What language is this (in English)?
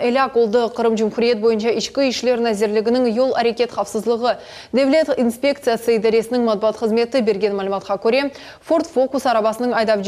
Crimean Tatar